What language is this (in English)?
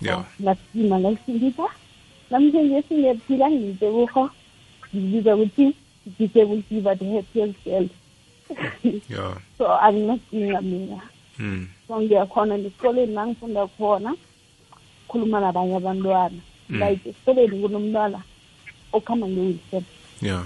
South Ndebele